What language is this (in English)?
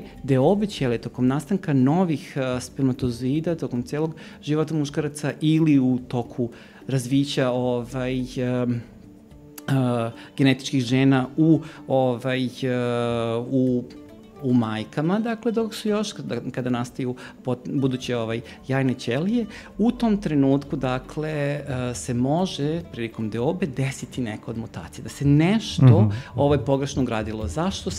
Serbian